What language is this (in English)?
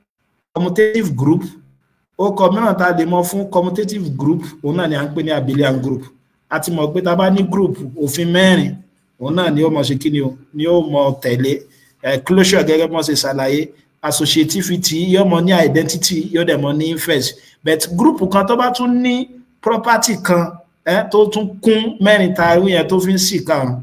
Yoruba